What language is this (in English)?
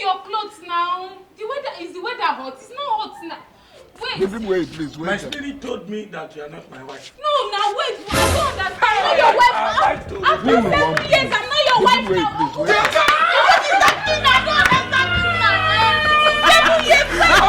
Nigerian Pidgin